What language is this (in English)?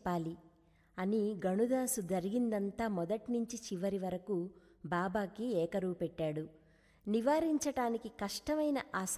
Telugu